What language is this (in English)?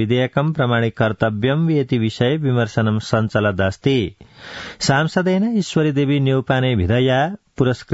Sanskrit